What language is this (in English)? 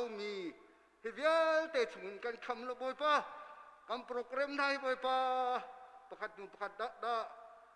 Hakha Chin